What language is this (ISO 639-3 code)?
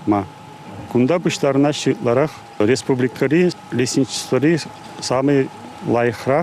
chv